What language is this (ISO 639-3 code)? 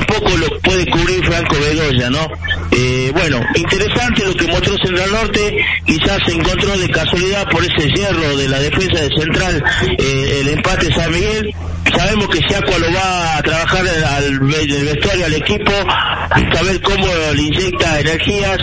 spa